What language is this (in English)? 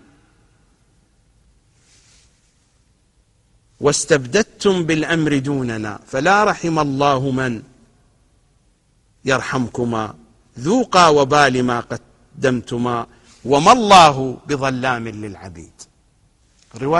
Arabic